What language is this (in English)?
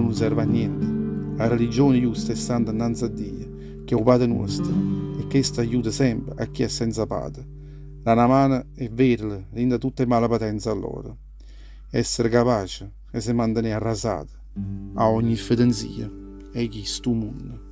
Neapolitan